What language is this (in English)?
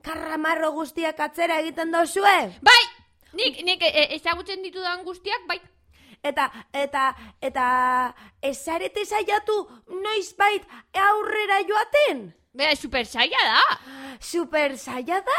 Basque